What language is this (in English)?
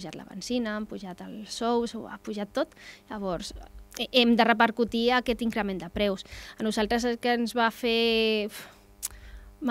Catalan